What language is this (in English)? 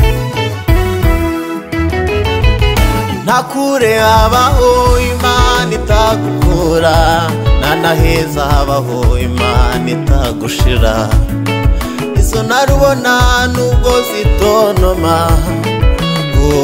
Kinyarwanda